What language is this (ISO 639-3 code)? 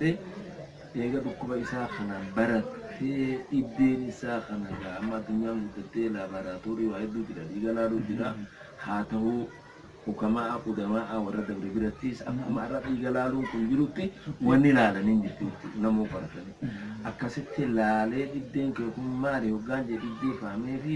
orm